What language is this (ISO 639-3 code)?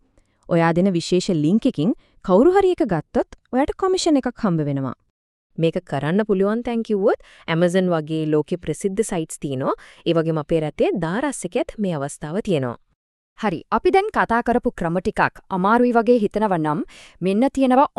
sin